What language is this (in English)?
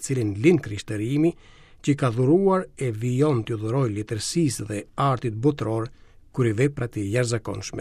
Albanian